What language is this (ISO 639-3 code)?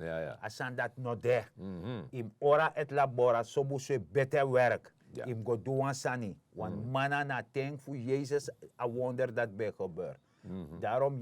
srn